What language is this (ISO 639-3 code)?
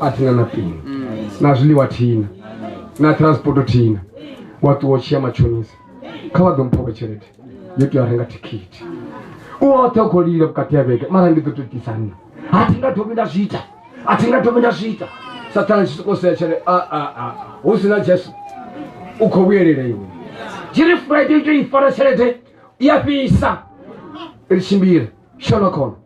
ven